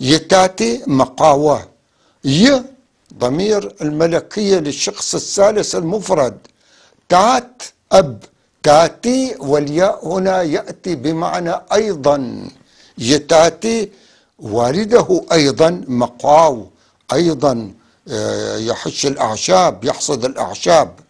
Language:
North Levantine Arabic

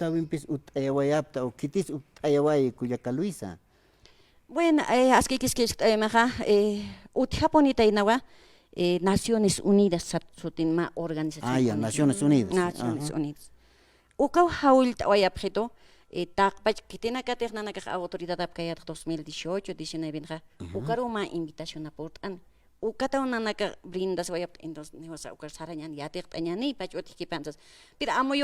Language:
Aymara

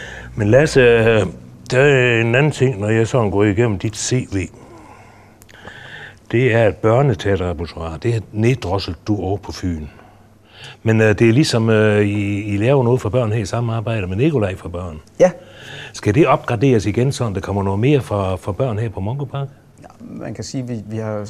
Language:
Danish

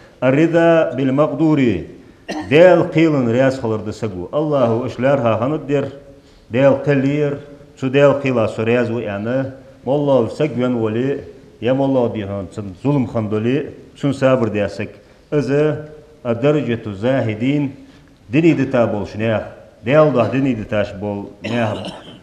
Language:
Ingush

